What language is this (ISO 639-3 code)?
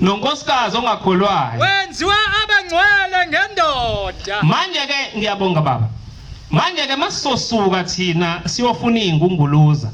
zul